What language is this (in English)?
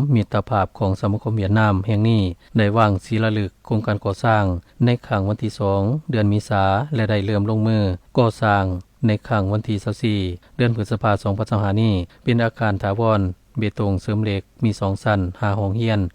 Lao